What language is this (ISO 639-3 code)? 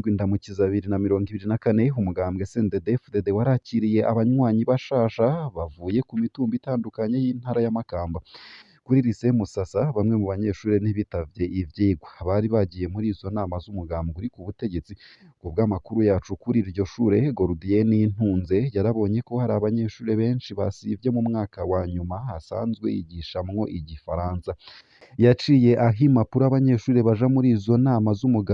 run